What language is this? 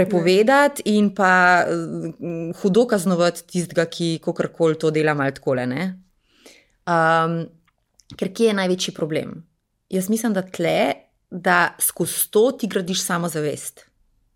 Slovenian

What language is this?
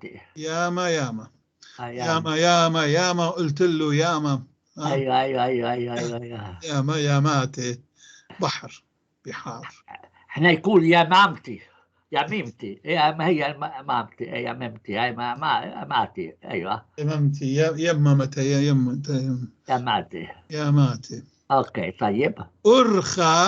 North Levantine Arabic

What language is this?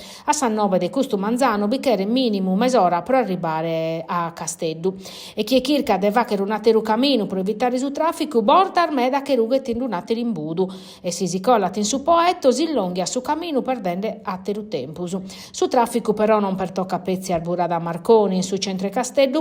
Sardinian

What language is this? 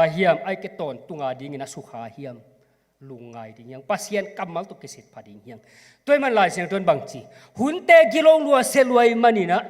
Tedim Chin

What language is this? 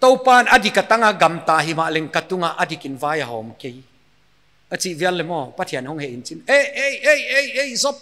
Paite Chin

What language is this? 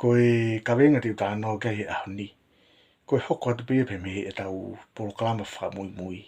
Tongan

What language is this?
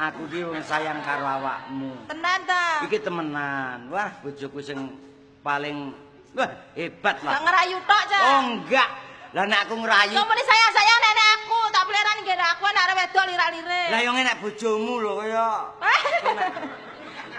Javanese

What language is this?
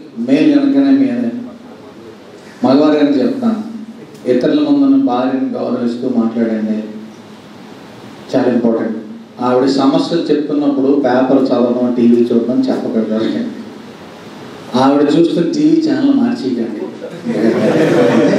Telugu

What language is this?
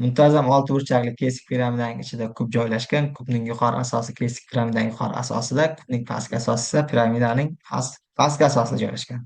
Uzbek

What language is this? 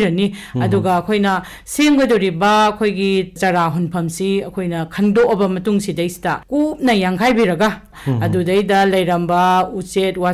Manipuri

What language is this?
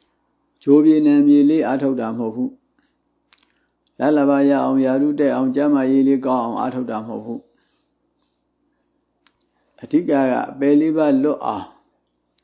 Burmese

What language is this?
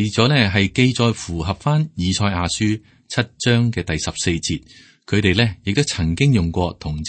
Cantonese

